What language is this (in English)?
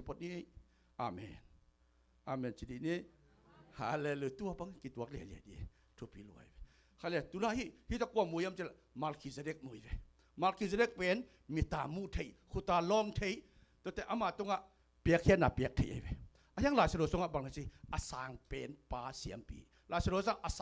Tedim Chin